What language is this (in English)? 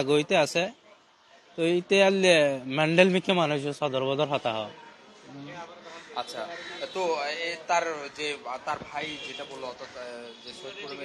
Bangla